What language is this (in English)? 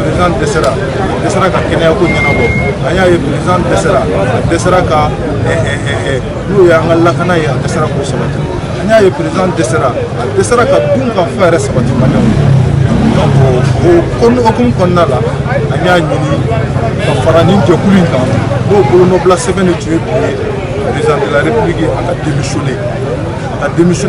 Bambara